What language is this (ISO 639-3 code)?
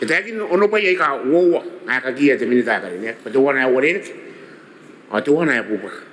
gil